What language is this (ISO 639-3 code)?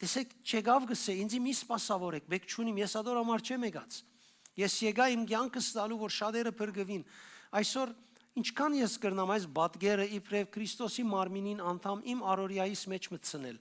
hyw